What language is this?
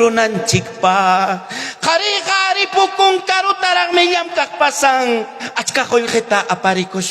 Ayacucho Quechua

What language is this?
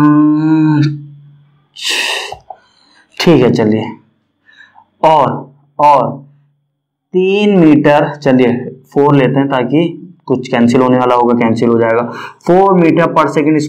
Hindi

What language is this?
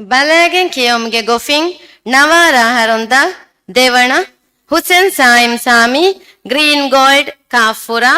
Divehi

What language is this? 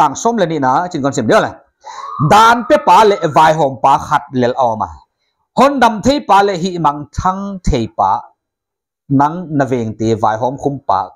Paite Chin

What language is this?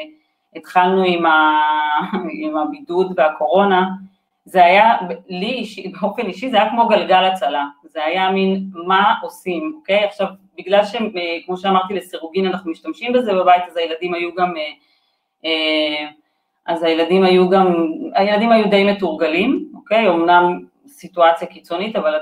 Hebrew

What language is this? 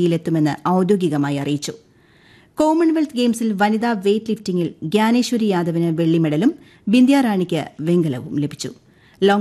Malayalam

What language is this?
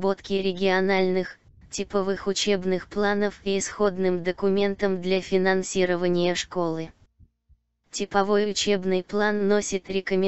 Russian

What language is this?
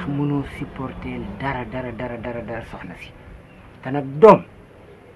Wolof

